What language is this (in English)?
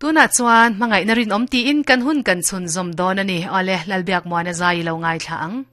Mizo